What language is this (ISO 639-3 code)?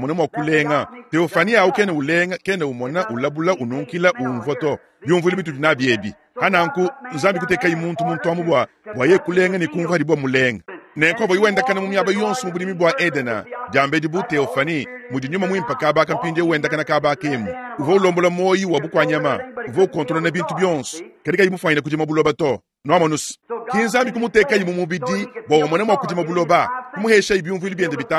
lua